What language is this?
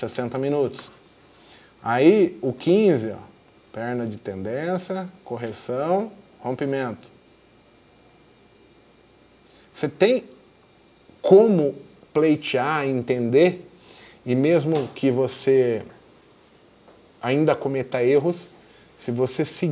Portuguese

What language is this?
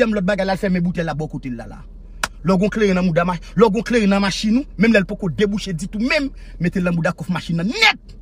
Haitian Creole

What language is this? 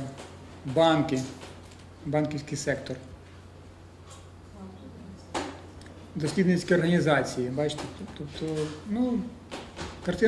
Ukrainian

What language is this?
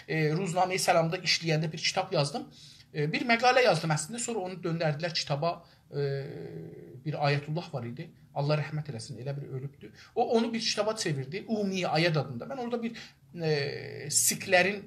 South Azerbaijani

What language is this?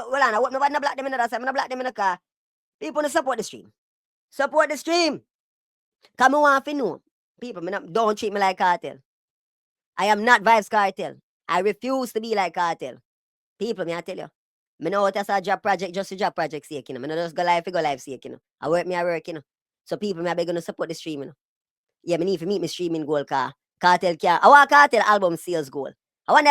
Jamaican Creole English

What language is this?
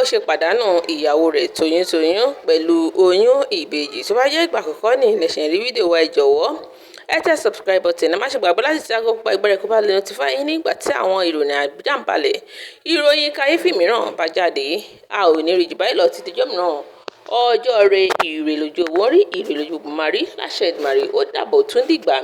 Yoruba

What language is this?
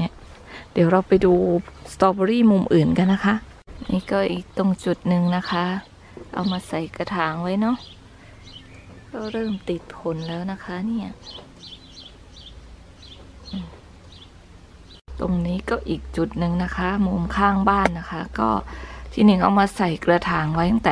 Thai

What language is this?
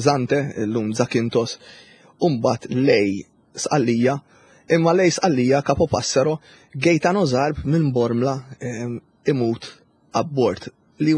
Maltese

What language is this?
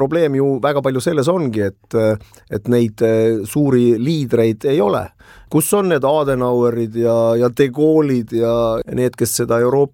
Estonian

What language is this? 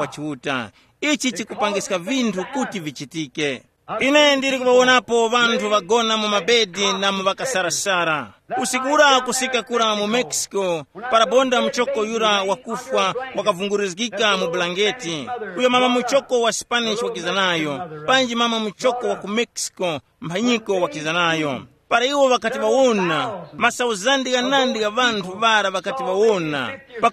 Tumbuka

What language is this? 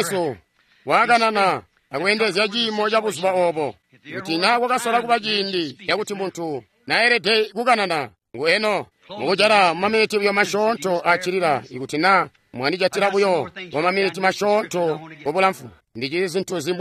Tonga (Zambia)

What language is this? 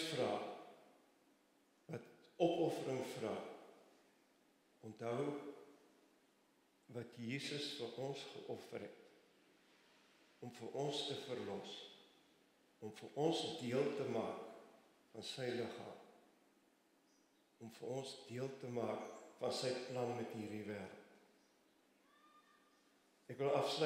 Afrikaans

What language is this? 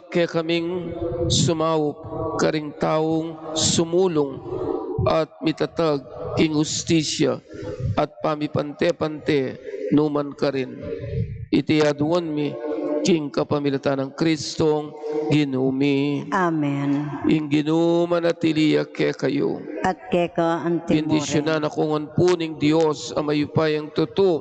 Pampanga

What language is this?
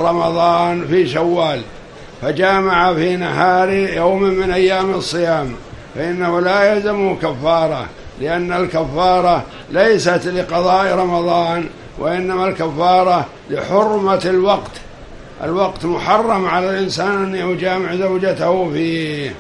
Arabic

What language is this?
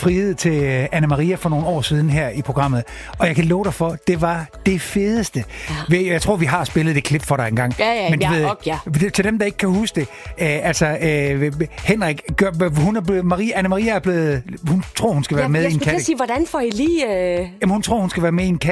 Danish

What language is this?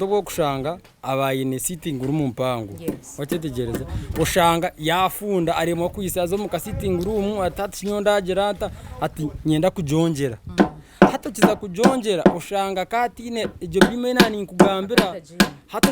Nyankole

